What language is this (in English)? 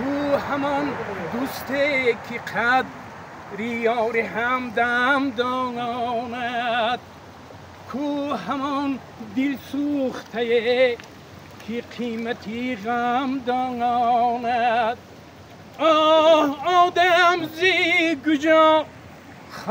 Tajik